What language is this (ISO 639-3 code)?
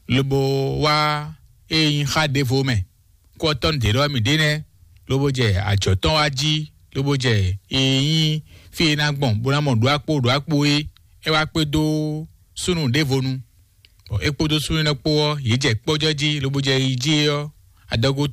fon